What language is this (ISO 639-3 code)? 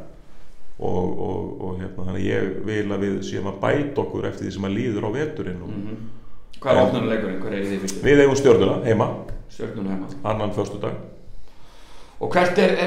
isl